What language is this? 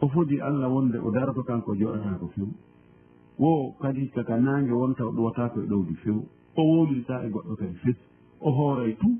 Fula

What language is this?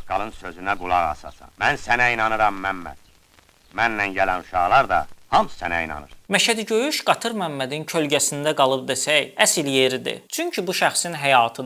Azerbaijani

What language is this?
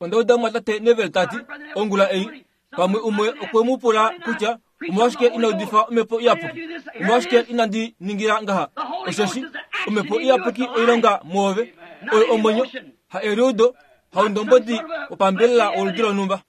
Kuanyama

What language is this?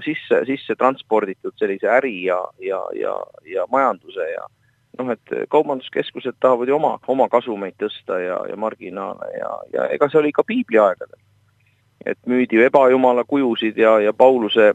Estonian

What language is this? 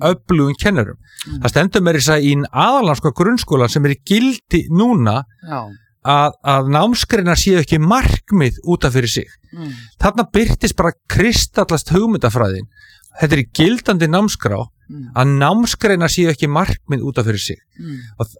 Icelandic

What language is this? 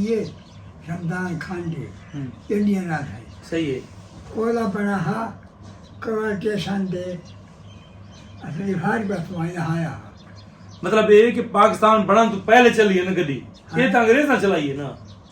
Saraiki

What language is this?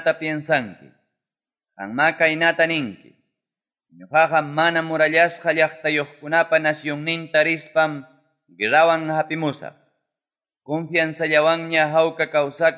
Quechua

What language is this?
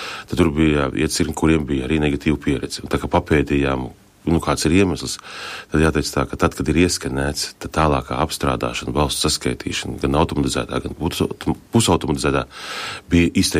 Latvian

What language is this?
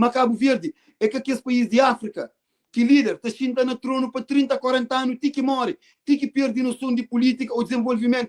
Kabuverdianu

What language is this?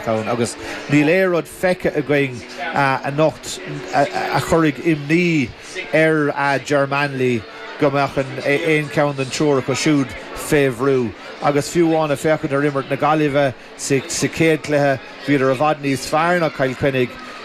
Irish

